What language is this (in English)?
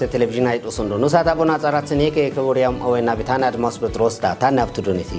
Kafa